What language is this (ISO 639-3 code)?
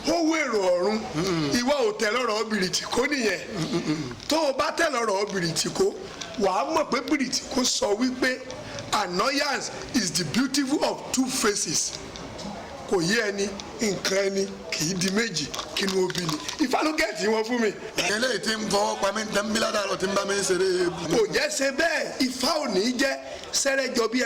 yor